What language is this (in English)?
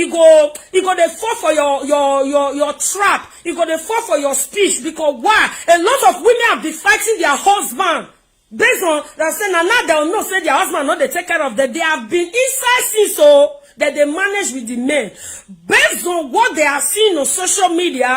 Nigerian Pidgin